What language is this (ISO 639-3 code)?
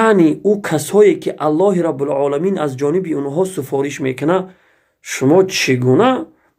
tgk